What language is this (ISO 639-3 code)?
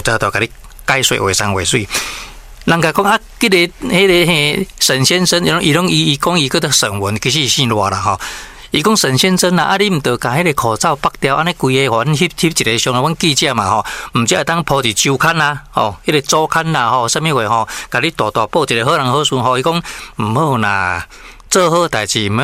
nan